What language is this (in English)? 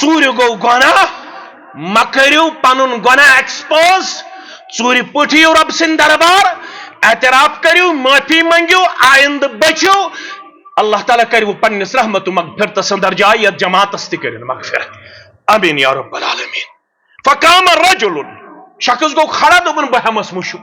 Kashmiri